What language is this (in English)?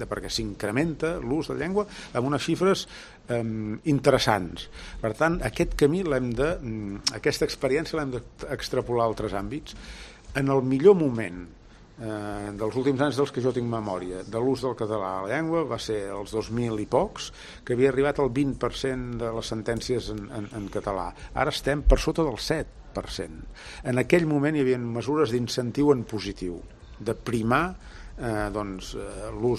Catalan